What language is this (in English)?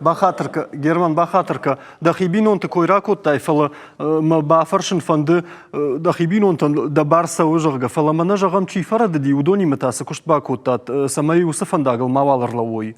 Ossetic